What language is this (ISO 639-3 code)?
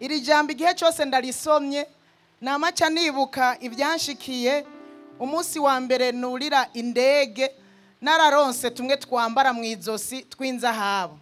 run